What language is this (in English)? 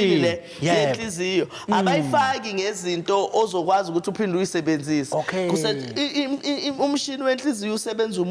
Zulu